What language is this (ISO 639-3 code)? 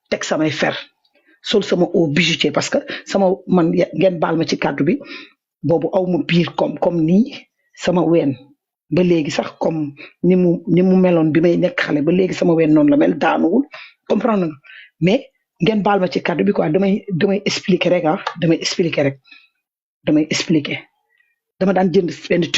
wol